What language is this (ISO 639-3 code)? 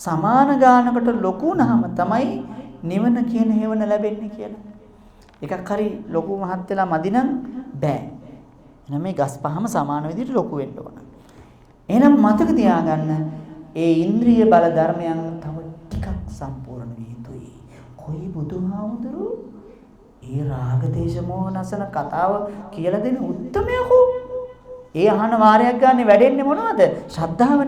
sin